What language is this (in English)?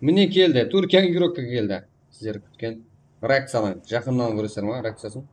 Kara-Kalpak